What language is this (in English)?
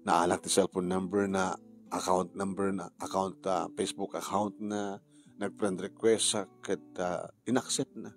Iloko